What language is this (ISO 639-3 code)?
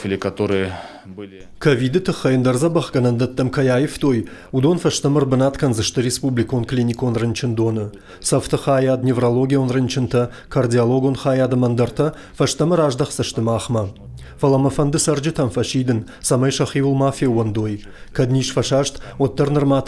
oss